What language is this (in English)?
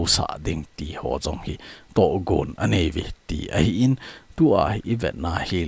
Thado Chin